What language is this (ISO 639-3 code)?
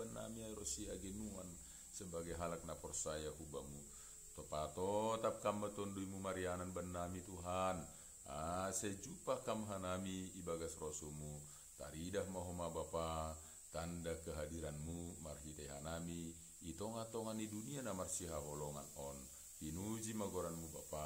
bts